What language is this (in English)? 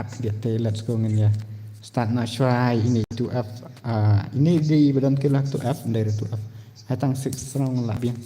Khasi